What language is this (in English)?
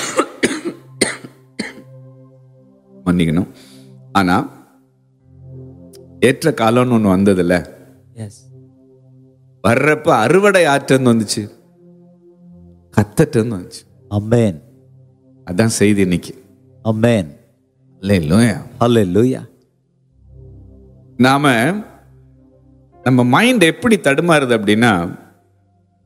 Tamil